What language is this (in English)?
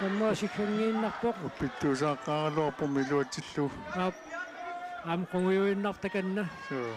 Kalaallisut